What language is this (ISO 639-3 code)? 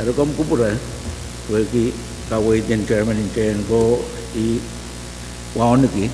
pon